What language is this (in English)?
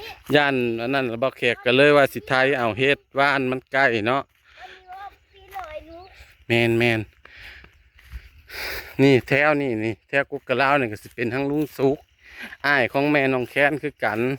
Northeastern Thai